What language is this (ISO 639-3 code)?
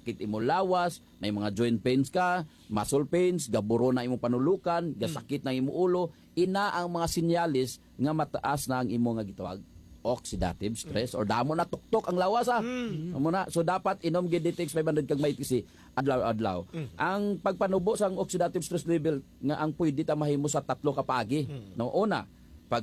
hil